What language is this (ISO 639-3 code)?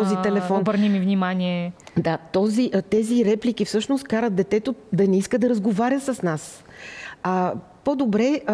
bul